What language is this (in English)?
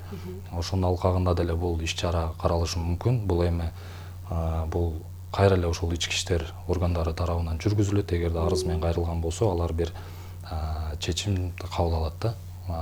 Kyrgyz